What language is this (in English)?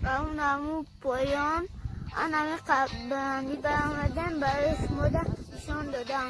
Tajik